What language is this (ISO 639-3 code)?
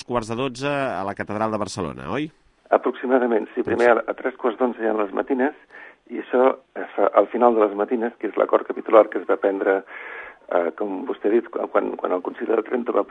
cat